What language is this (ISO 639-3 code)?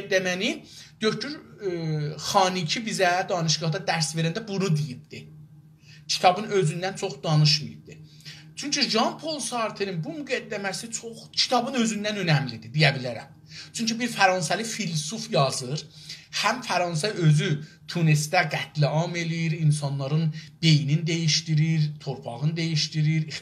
azb